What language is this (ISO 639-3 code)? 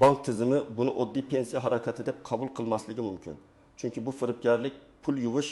uzb